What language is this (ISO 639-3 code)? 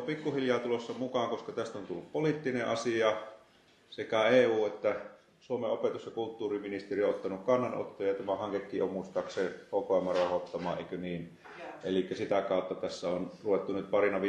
fin